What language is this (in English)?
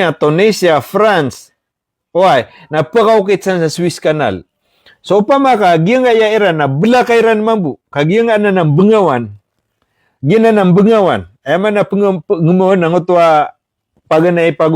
Maranao